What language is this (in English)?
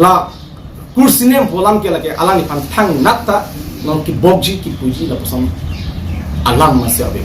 Karbi